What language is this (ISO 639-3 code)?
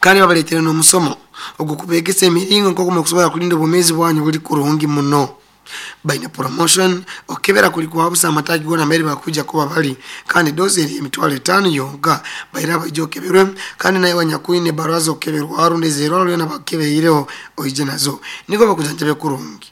nyo